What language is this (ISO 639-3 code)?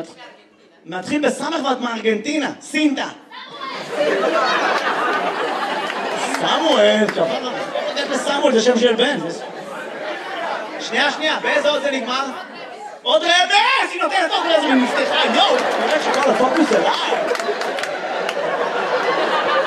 heb